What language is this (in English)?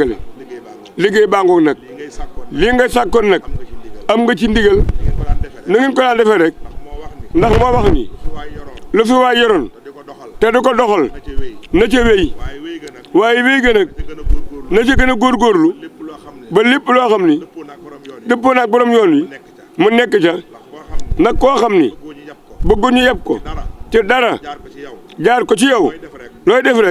Wolof